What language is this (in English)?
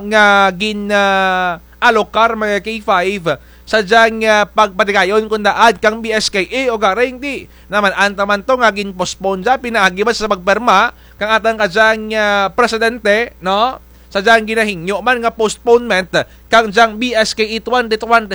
Kinaray-a